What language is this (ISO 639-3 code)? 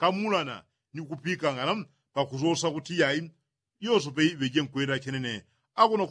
yao